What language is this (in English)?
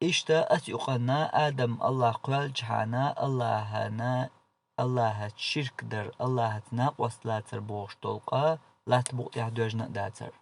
Chechen